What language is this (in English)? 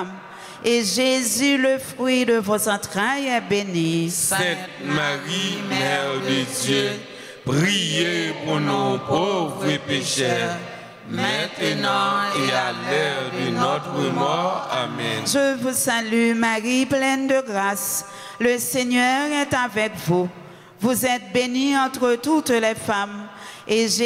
French